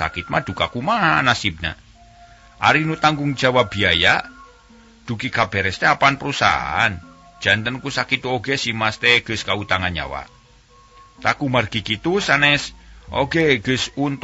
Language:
Sundanese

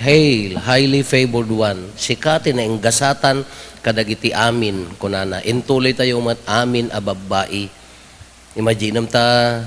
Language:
Iloko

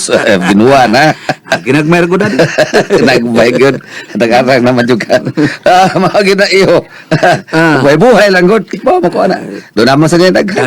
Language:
Cebuano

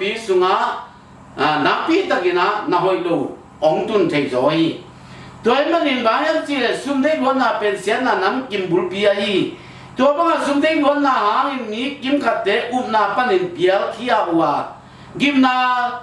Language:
Tedim Chin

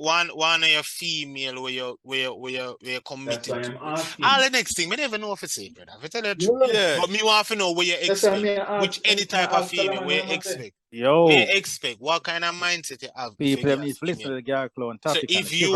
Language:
Jamaican Creole English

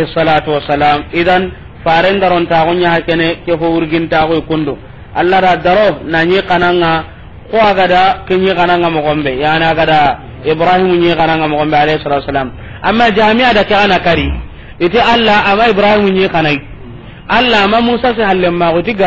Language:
Soninke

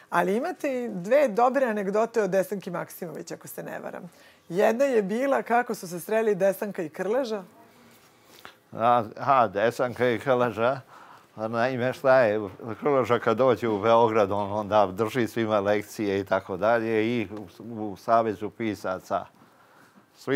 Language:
Serbian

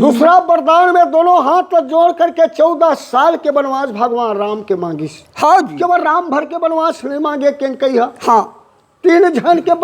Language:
Chhattisgarhi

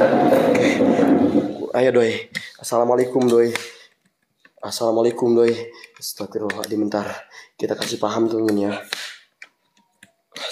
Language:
Indonesian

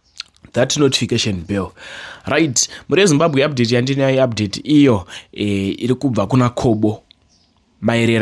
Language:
Shona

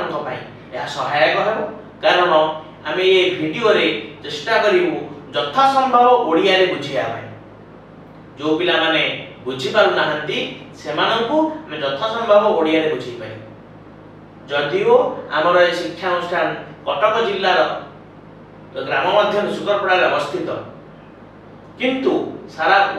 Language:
Odia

